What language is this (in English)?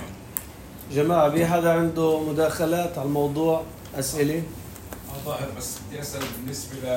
North Levantine Arabic